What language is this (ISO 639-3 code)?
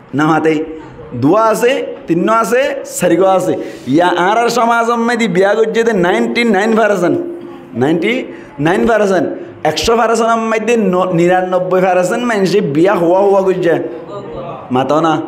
rhg